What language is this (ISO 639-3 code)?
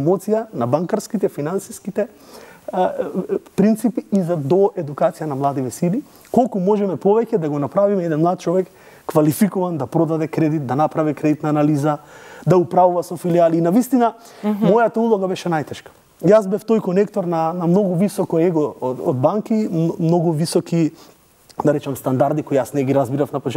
mkd